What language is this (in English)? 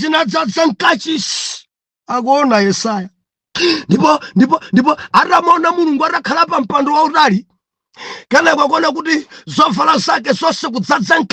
Nyanja